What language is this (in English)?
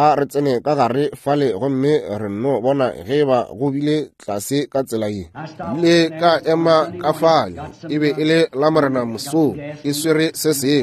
Northern Sotho